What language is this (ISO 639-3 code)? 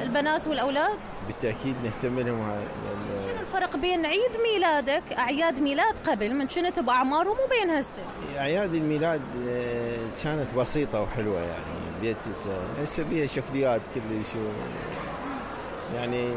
acm